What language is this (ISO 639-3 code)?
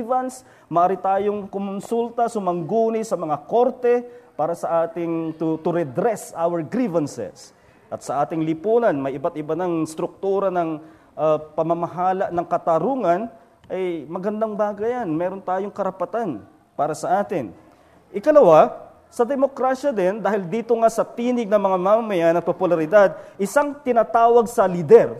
fil